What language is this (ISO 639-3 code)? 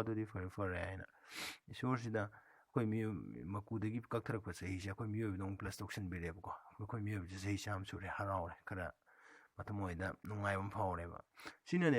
mni